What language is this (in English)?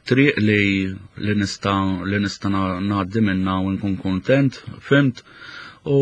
Maltese